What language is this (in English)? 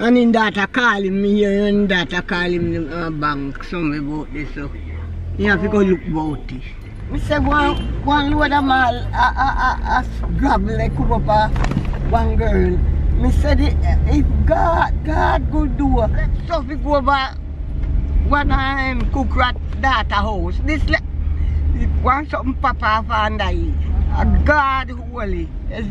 Jamaican Creole English